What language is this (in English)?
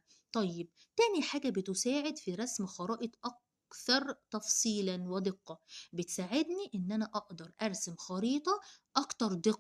Egyptian Arabic